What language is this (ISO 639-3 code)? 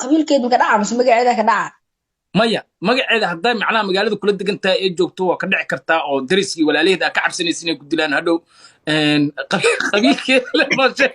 som